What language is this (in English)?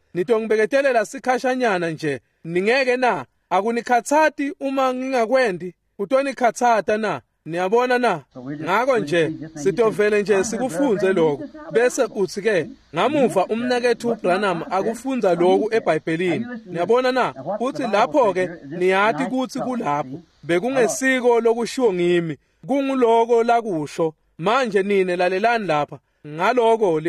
Swati